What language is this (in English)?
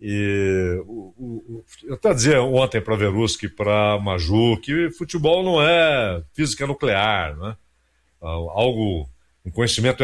Portuguese